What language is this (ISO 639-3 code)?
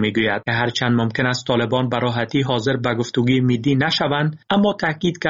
fas